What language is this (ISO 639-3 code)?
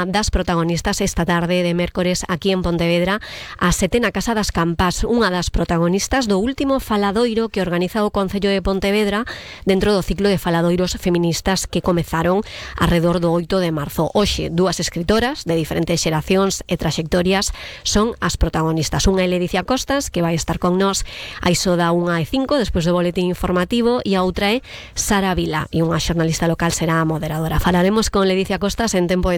glg